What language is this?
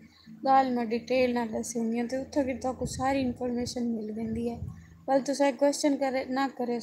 Saraiki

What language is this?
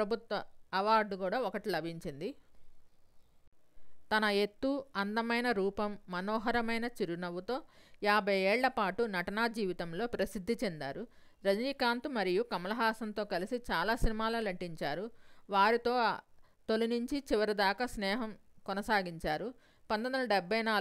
Telugu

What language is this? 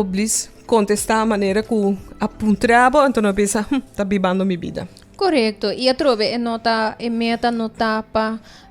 Papiamento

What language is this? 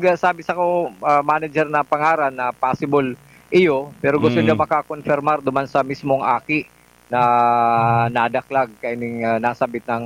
Bikol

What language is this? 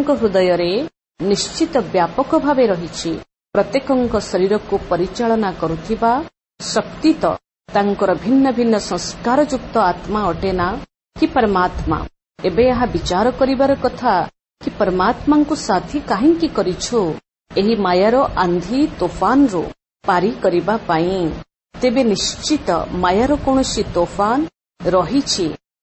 Odia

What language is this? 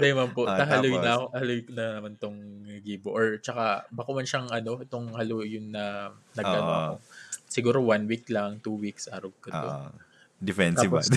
Bikol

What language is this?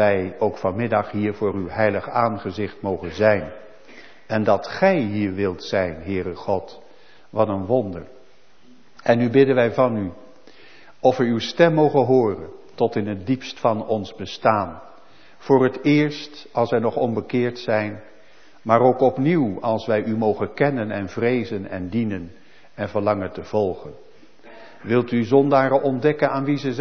Dutch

